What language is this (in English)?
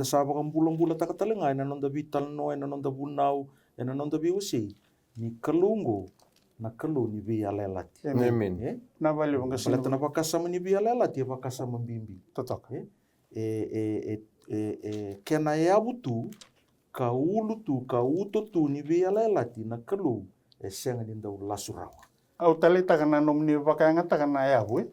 Fijian